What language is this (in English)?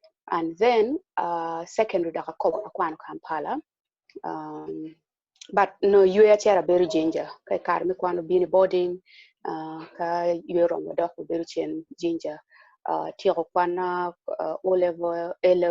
Acoli